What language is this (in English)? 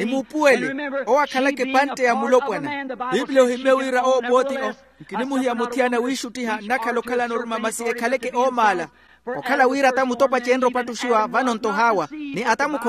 Makhuwa